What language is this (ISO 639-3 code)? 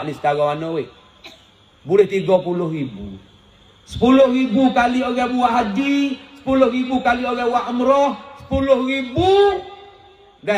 msa